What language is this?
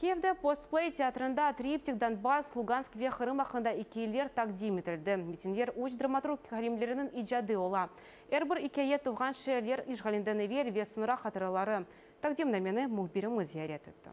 Crimean Tatar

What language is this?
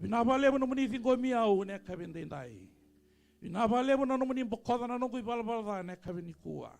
Fijian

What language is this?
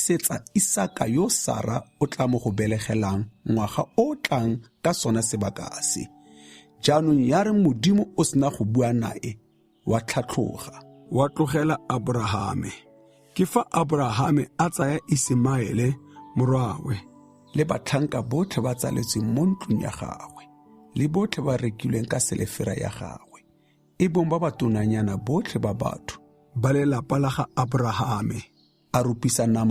Tswana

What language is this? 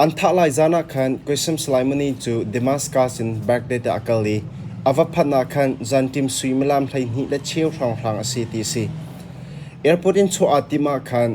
Hakha Chin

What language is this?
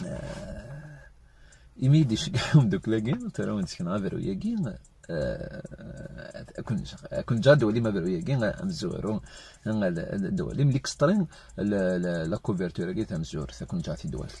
Kabyle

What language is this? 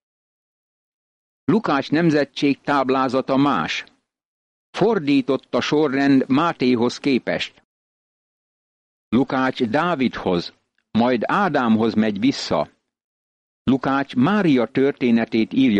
Hungarian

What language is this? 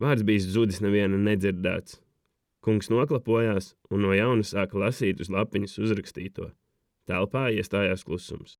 Latvian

